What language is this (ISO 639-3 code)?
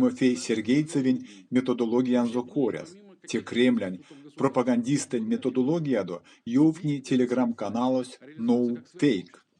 myv